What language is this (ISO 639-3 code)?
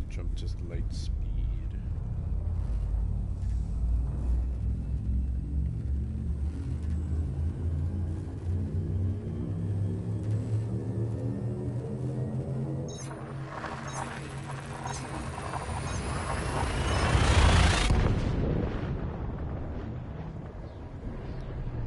eng